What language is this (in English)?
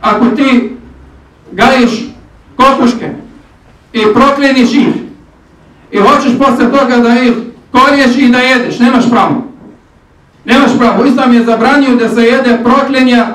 Bosnian